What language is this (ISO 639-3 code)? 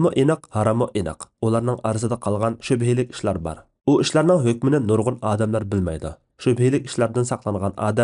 uig